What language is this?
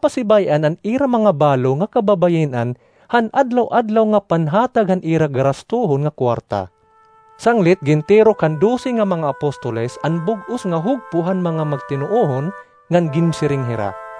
Waray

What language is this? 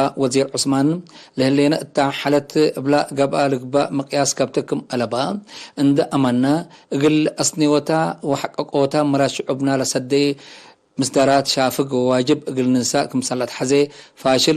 Tigre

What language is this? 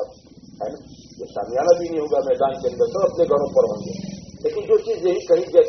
Urdu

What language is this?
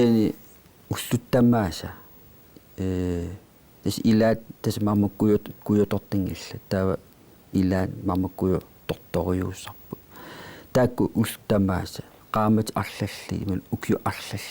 Kalaallisut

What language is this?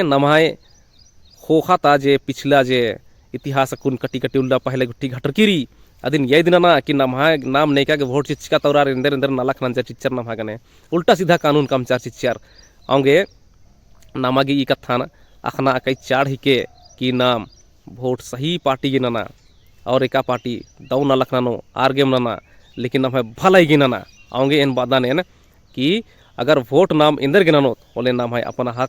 Kurukh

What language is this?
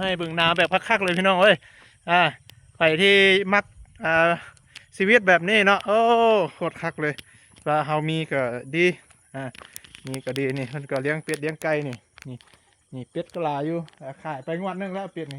Lao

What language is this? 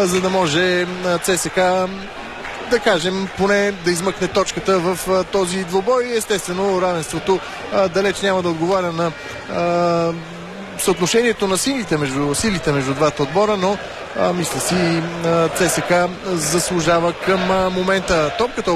Bulgarian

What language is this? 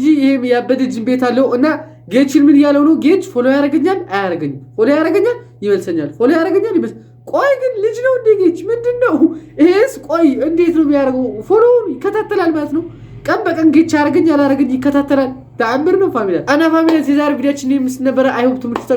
Amharic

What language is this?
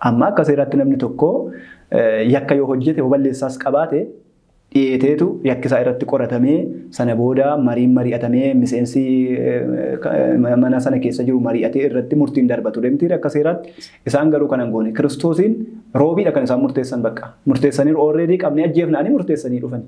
Oromo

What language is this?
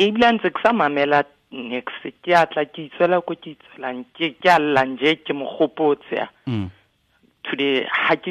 Tswana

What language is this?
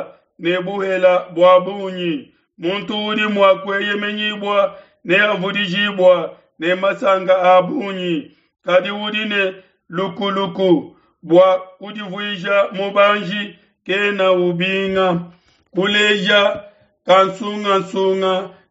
Luba-Lulua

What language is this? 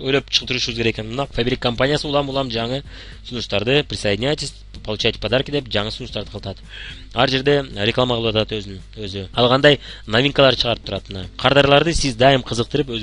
Kyrgyz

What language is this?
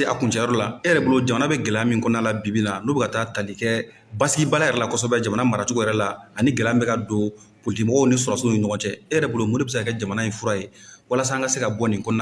Bambara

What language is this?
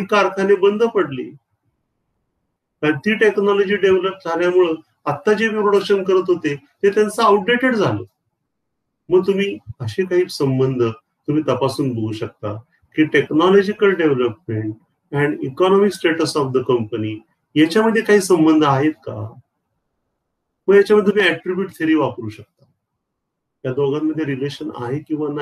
Marathi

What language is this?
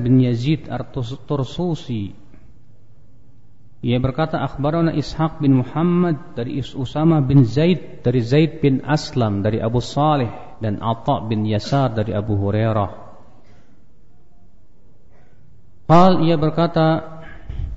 Indonesian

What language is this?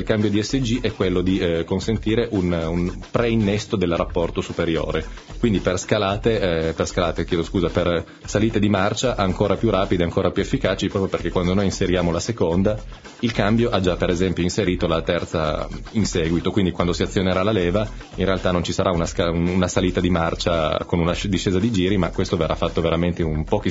Italian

